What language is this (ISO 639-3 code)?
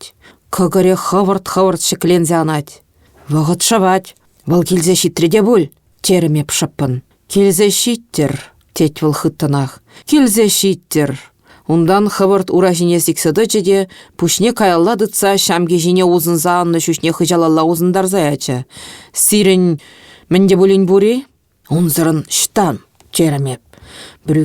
chv